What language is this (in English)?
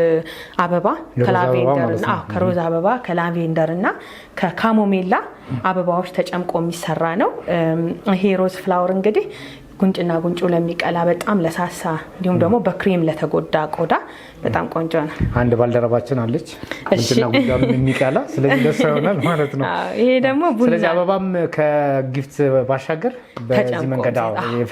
Amharic